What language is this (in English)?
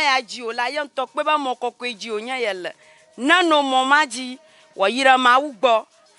Ewe